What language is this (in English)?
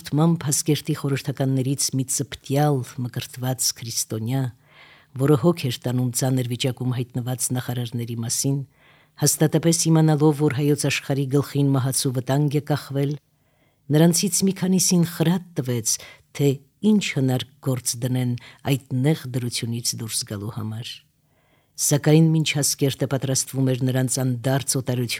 Armenian